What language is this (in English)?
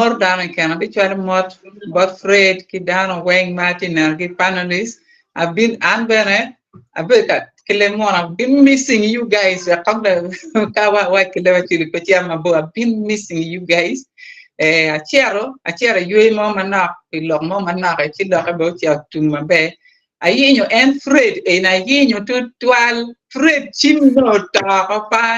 Acoli